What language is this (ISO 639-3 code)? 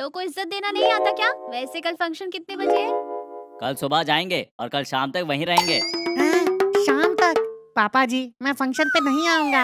hin